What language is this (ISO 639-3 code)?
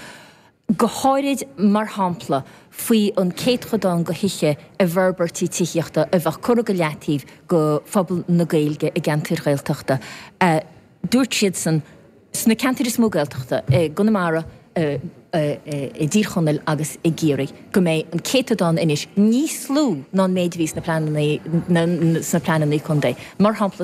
gle